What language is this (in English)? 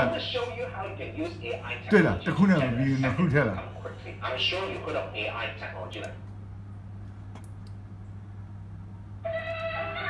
Burmese